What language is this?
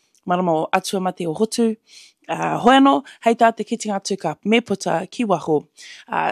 Māori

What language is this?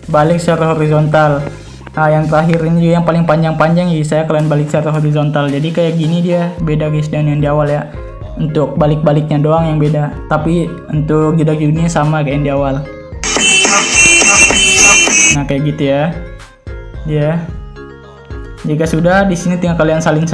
Indonesian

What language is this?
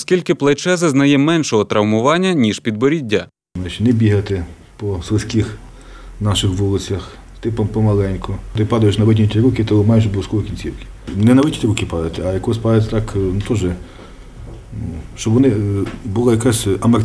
Ukrainian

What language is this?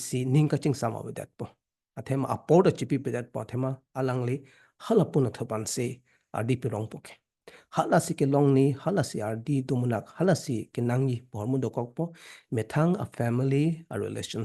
Karbi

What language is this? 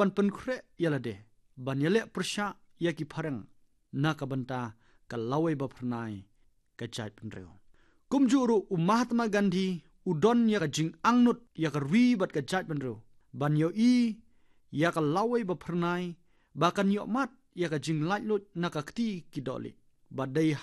Khasi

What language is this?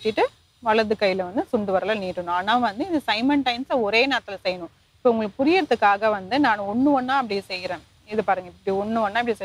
Tamil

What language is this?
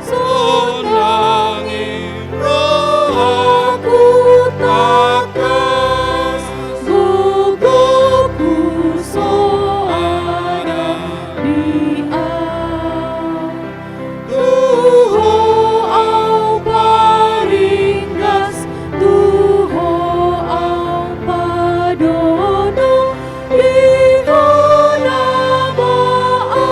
Batak Toba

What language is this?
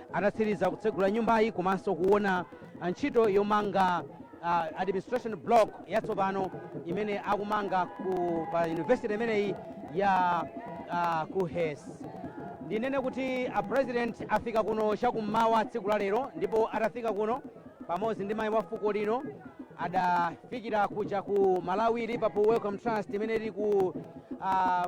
Nyanja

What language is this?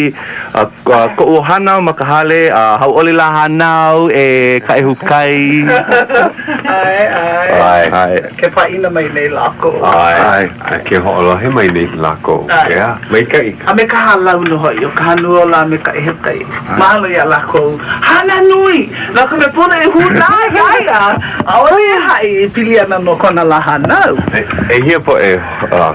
Hawaiian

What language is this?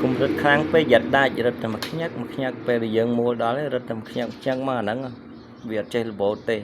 Khmer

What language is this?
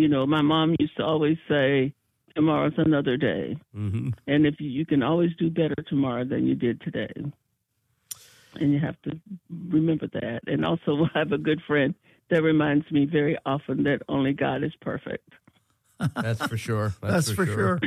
English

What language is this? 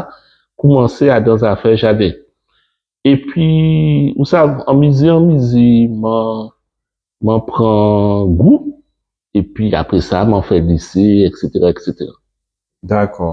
Guadeloupean Creole French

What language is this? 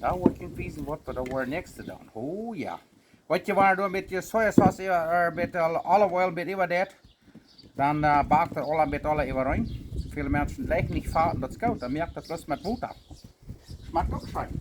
Plautdietsch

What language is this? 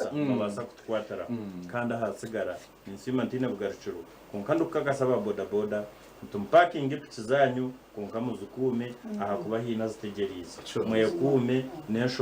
Nyankole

